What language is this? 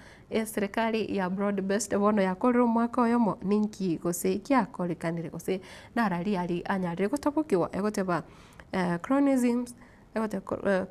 Gusii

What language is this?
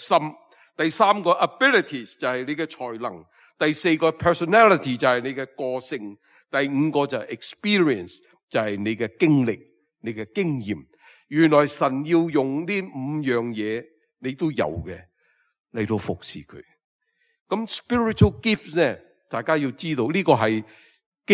Cantonese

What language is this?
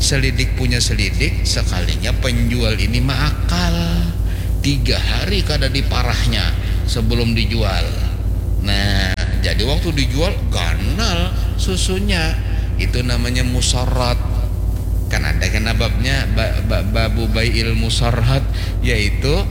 Banjar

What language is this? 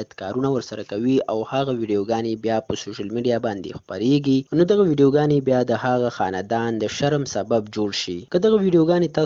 Pashto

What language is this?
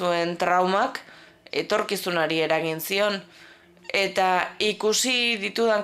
Basque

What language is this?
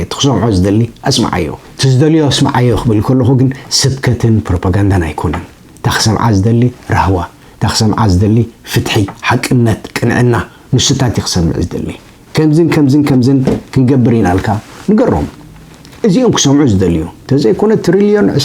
Tigrinya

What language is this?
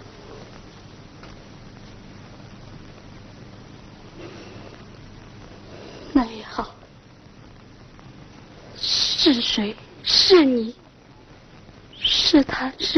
Chinese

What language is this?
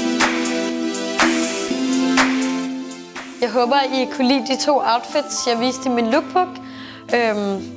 Danish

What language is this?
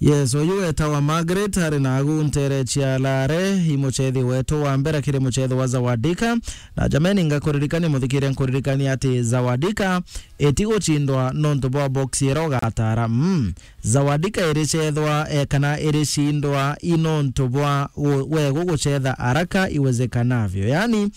Meru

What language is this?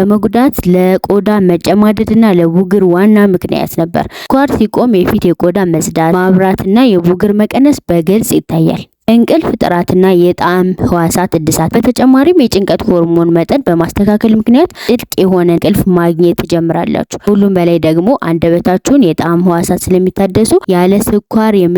Amharic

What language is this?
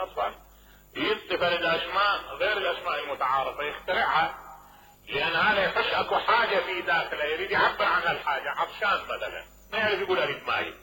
Mesopotamian Arabic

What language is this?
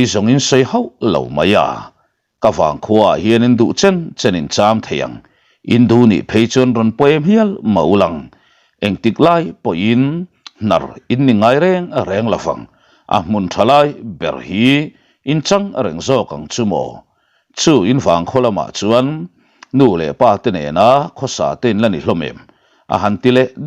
Mizo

